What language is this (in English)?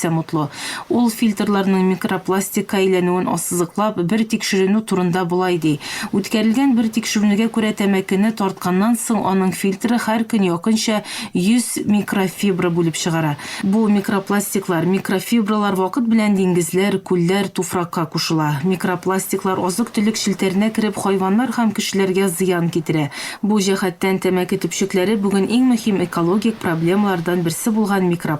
Tatar